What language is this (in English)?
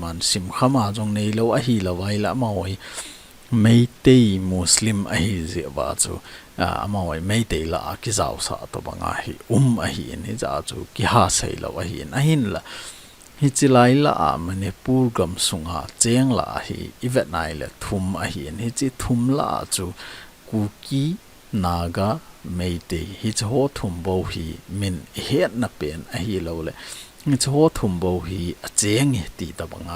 Thado Chin